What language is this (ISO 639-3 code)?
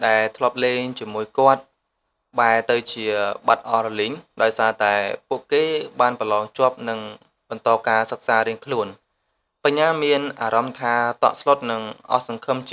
khm